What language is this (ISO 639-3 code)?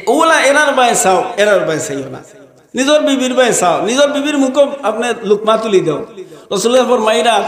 syl